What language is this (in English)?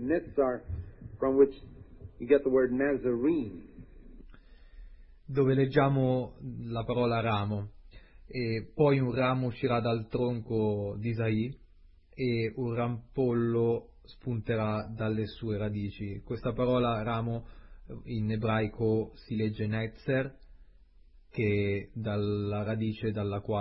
Italian